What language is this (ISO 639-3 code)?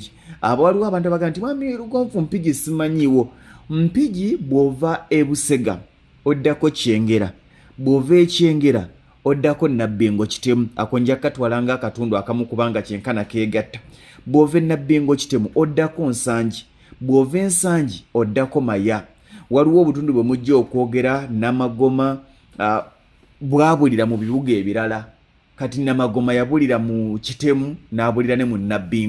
lug